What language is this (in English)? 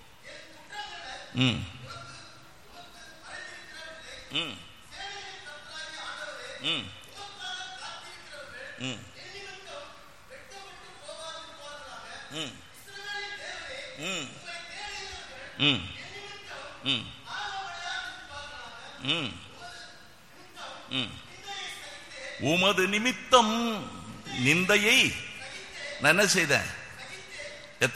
Tamil